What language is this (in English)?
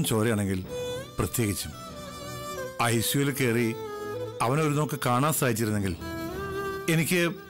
Malayalam